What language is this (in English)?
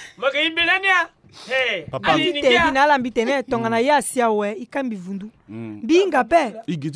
Sango